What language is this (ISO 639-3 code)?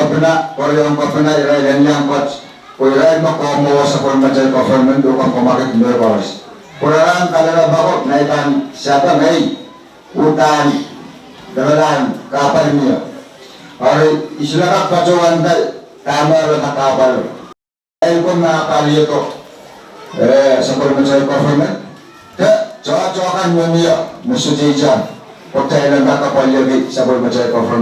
pon